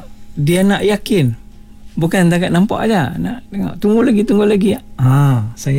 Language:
Malay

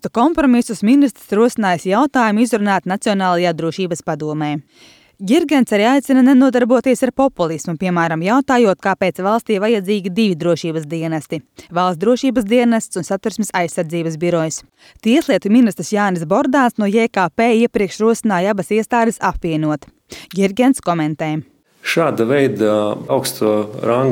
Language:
Latvian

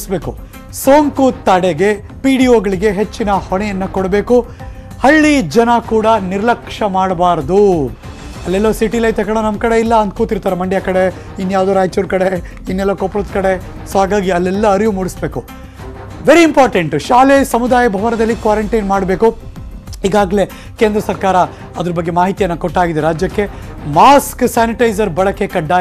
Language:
Kannada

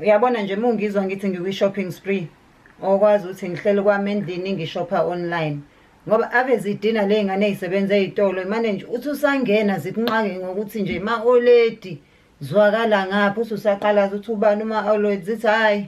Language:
Zulu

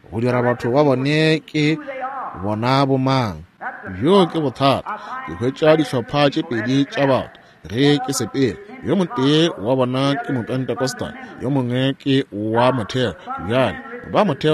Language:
Northern Sotho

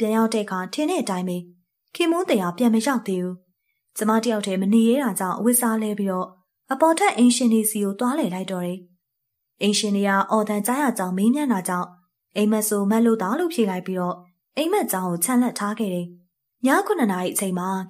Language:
Burmese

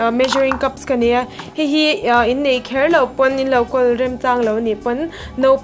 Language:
Mizo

